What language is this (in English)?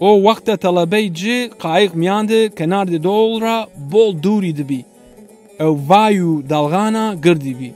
Zaza